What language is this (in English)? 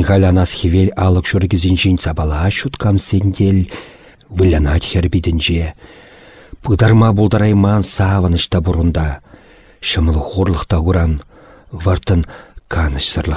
Chuvash